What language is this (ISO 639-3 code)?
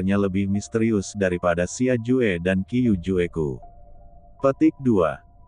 ind